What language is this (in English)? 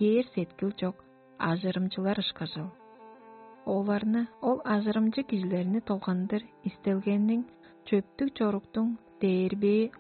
Tuvinian